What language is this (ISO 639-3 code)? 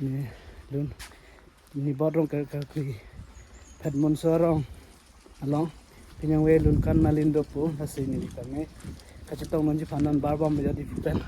mjw